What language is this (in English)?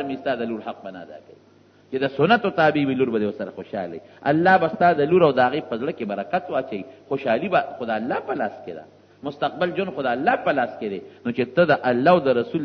Pashto